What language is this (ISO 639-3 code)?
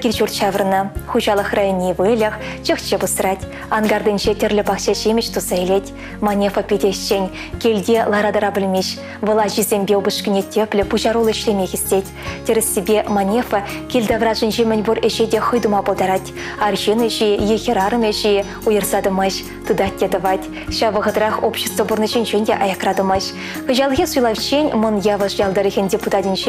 chv